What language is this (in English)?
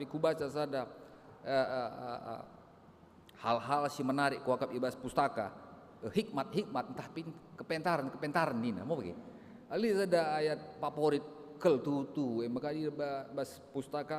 Batak Karo